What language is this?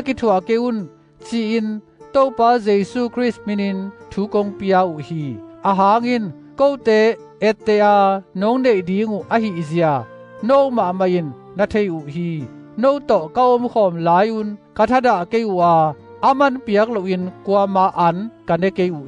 Tedim Chin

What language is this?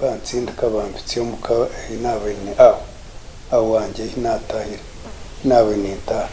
Nyankole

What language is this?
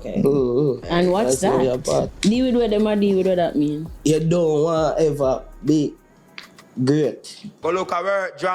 Jamaican Creole English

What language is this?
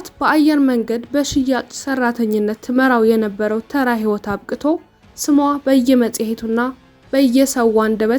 Amharic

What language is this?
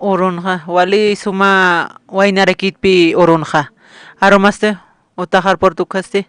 Aymara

